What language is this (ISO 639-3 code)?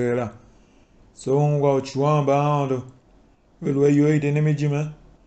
tiv